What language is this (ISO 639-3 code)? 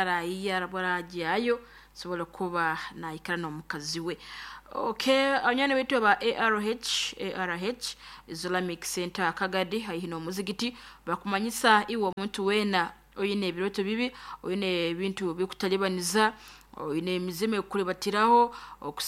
nyo